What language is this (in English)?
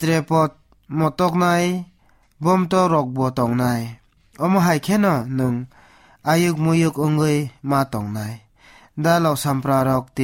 Kok Borok